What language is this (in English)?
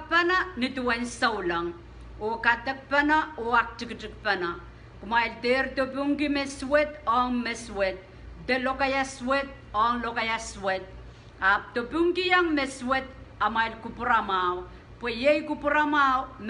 Pohnpeian